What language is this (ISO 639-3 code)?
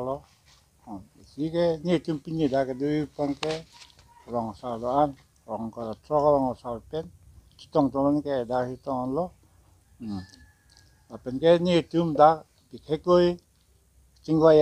mjw